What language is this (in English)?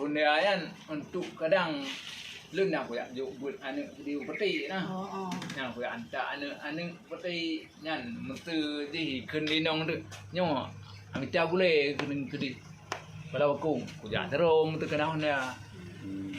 Achinese